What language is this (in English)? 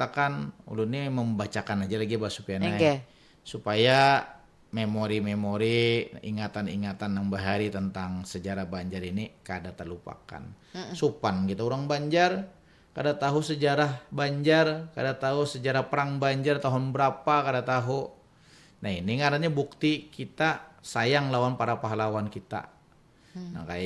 Banjar